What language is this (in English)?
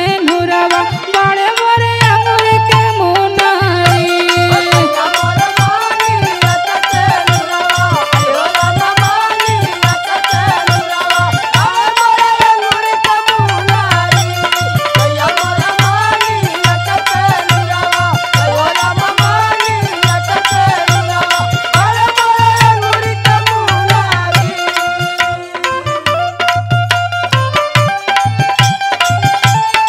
Bhojpuri